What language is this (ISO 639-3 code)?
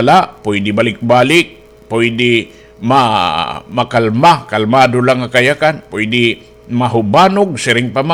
war